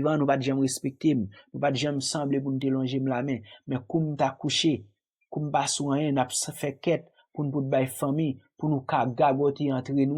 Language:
Haitian Creole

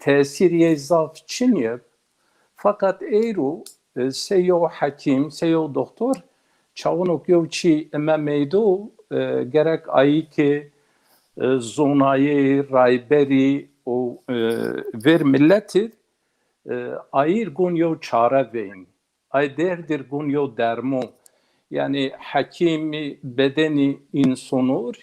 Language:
Zaza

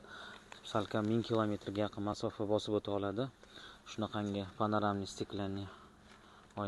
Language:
Uzbek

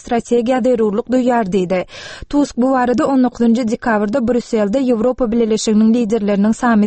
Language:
Turkmen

